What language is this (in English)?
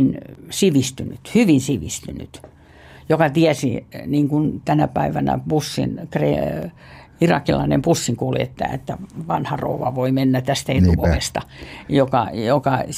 Finnish